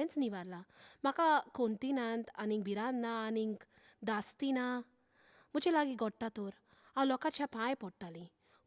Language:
Konkani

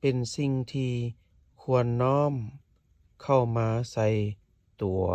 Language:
Lao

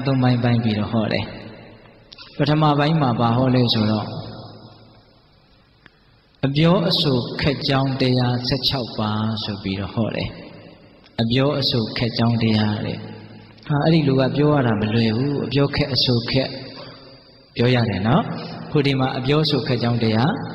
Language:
Burmese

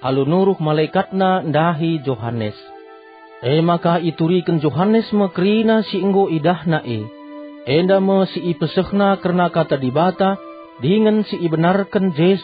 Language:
Batak Karo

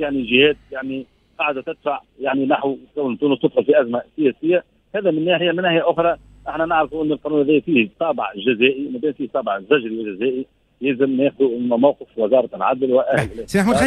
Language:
Tunisian Arabic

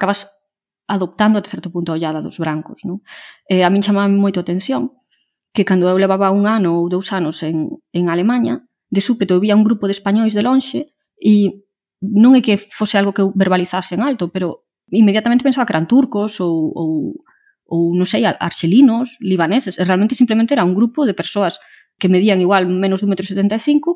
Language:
Galician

